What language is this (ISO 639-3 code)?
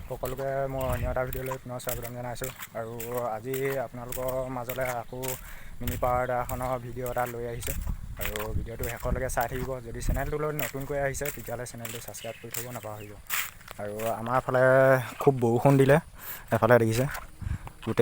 asm